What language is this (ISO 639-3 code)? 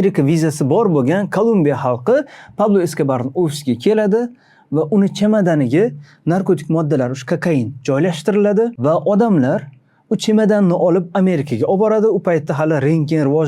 uzb